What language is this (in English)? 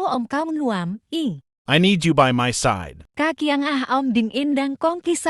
Tedim Chin